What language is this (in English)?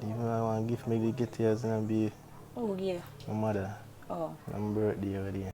Jamaican Creole English